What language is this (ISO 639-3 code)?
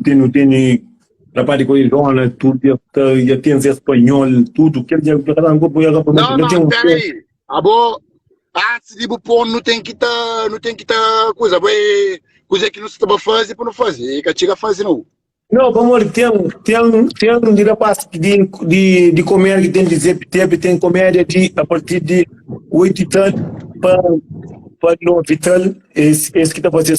kea